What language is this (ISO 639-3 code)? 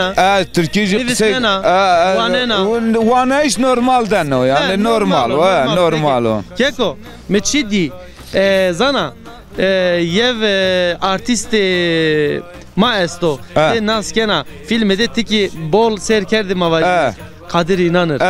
zza